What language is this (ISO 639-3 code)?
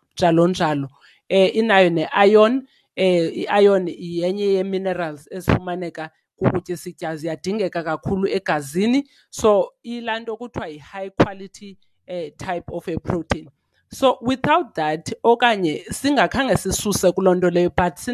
xho